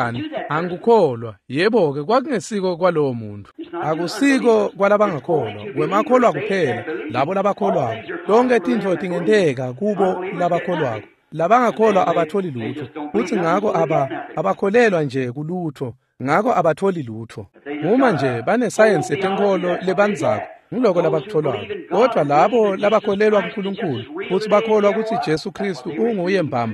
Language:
Swati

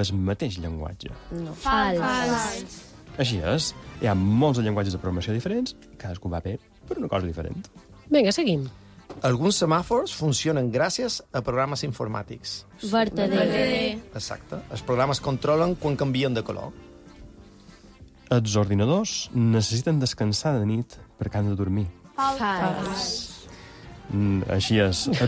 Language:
Catalan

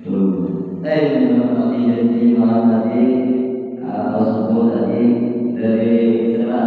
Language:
Banjar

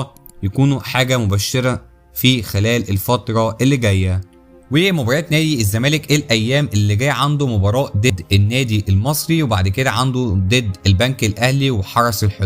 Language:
Egyptian Arabic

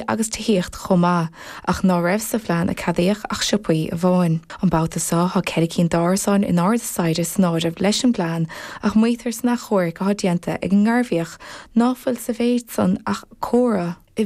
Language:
Irish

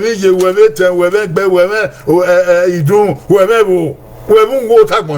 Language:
Bini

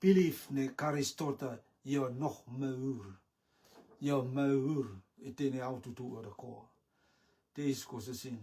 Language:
Rotuman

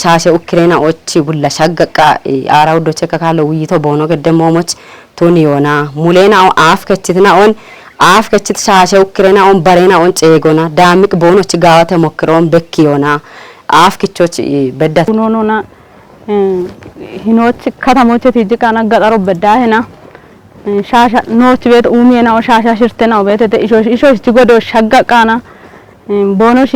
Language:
Kafa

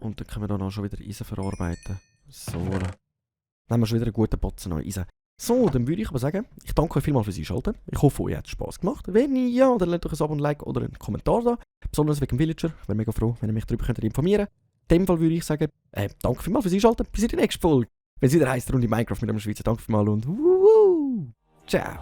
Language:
Swiss German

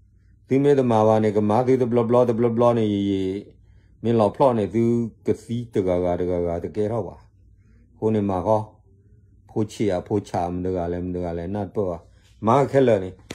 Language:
S'gaw Karen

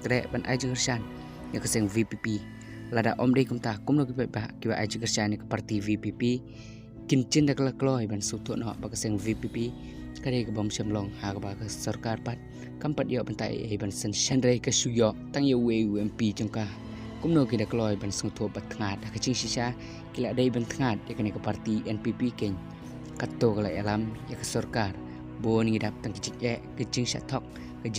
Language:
Khasi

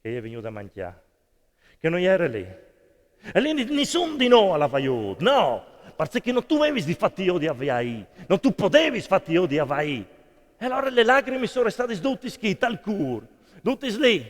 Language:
Friulian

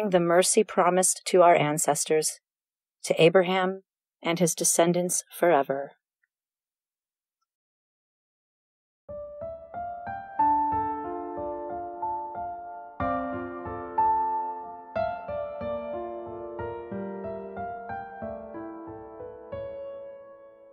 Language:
English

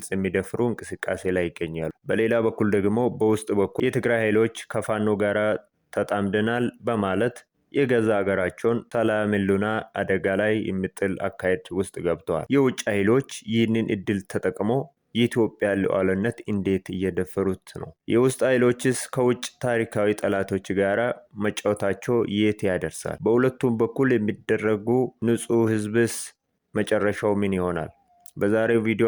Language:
Amharic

